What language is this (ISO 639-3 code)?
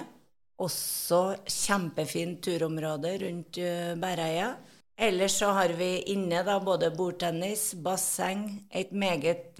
nor